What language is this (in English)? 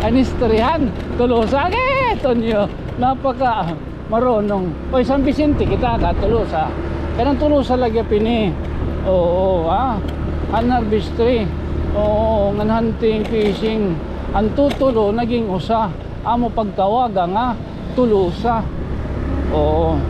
Waray